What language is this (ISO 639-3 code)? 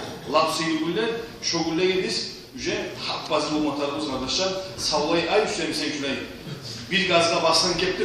kum